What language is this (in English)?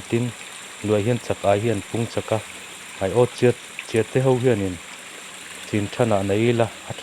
Mizo